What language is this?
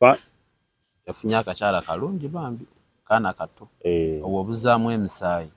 Ganda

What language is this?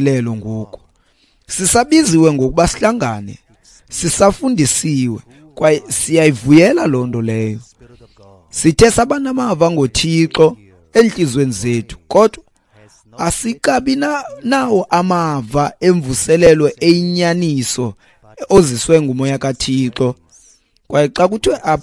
Xhosa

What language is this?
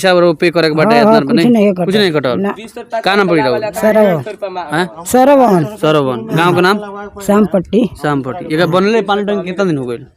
Bhojpuri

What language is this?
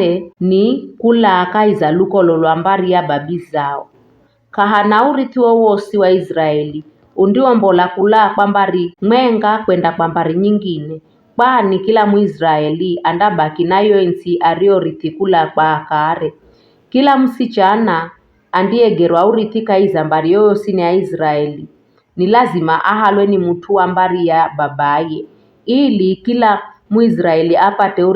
Giryama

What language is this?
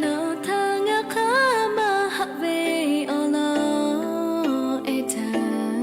Lahu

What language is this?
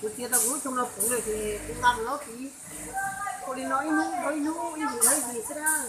Hmong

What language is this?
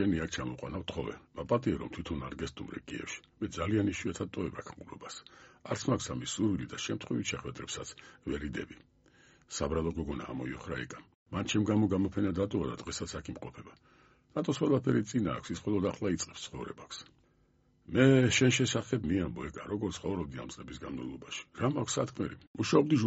Georgian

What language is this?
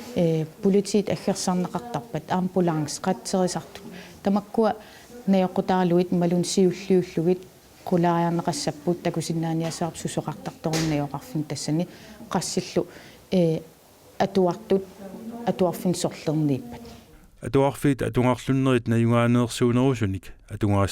Kalaallisut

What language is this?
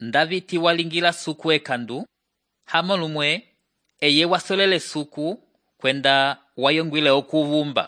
Umbundu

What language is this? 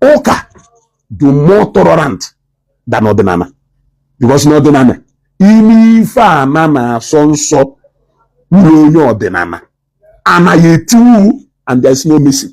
Igbo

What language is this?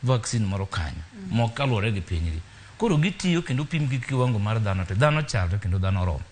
Luo (Kenya and Tanzania)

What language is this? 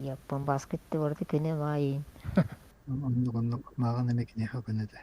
Yakut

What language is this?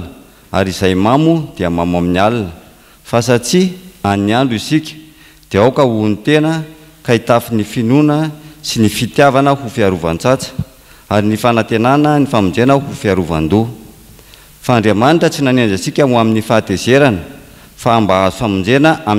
Malagasy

